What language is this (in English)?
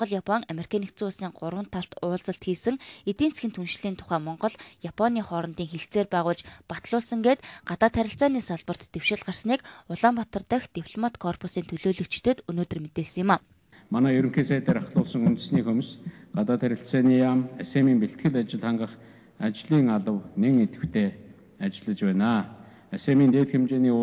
Mongolian